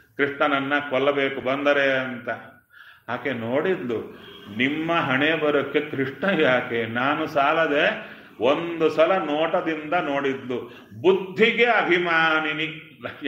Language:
Kannada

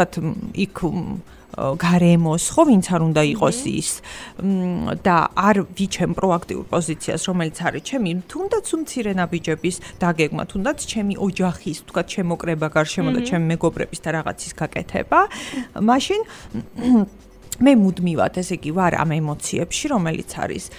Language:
Georgian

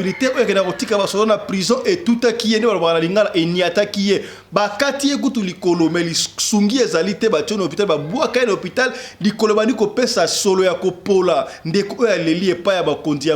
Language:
Lingala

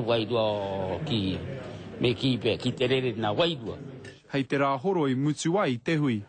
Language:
Māori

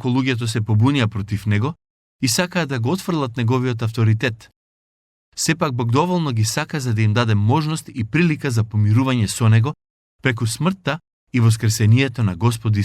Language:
Macedonian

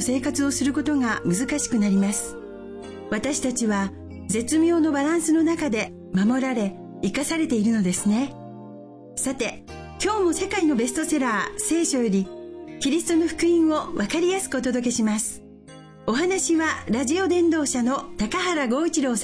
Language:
Japanese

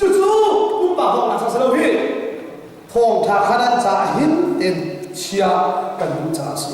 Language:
Hakha Chin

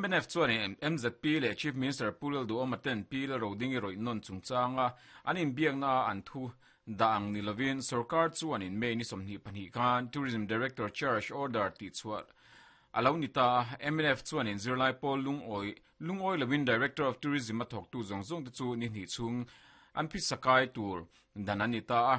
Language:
Mizo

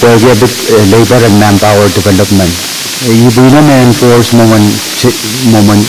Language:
Pohnpeian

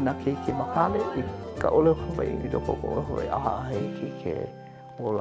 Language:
Hawaiian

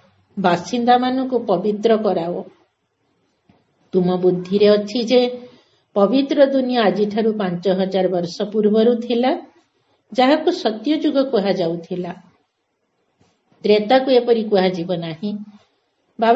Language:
Odia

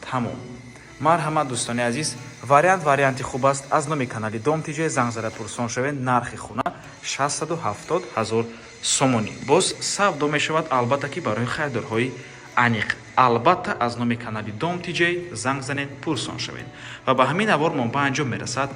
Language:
Tajik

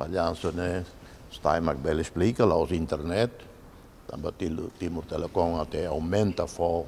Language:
Tetum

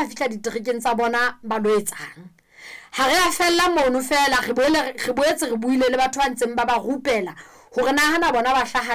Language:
Southern Sotho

